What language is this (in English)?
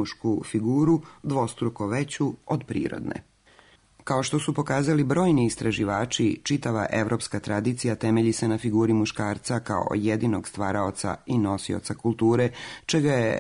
Serbian